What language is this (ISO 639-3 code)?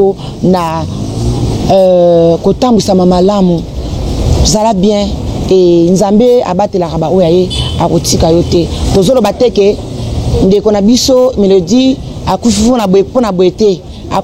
lin